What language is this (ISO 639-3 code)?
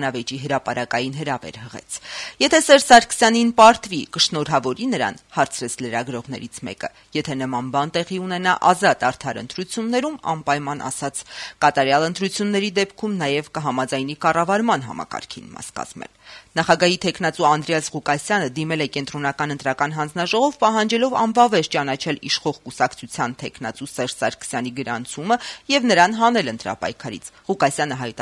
hye